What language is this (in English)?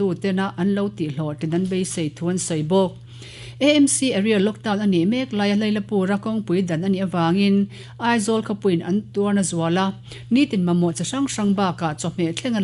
Mizo